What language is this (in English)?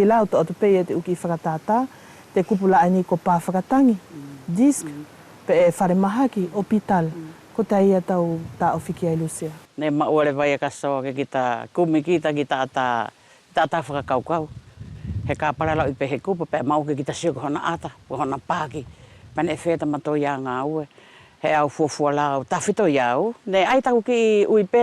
Wallisian